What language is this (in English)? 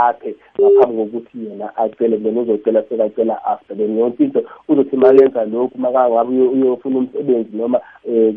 South Ndebele